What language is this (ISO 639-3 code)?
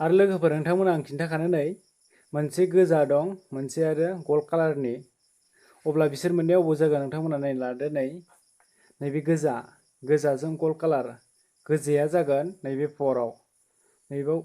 brx